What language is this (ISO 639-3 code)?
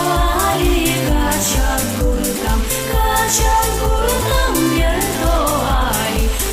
udm